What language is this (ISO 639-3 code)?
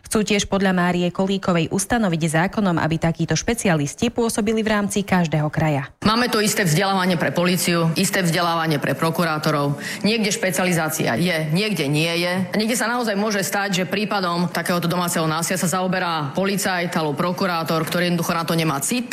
slk